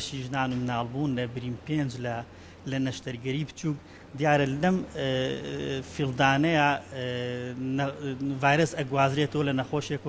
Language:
Central Kurdish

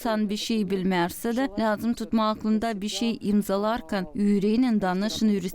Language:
Gagauz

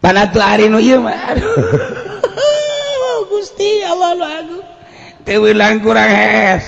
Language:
Sundanese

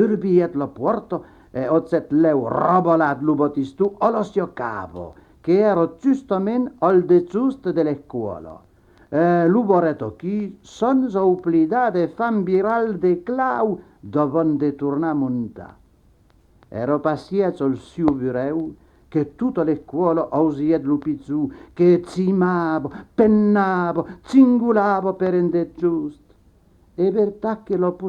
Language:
Occitan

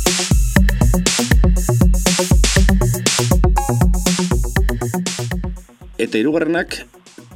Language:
Basque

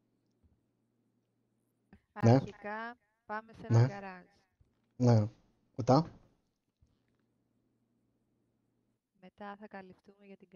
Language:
Greek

